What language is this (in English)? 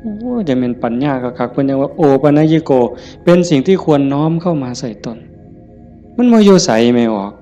Northeastern Thai